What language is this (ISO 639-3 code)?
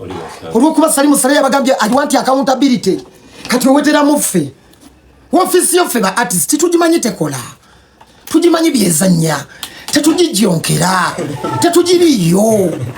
lug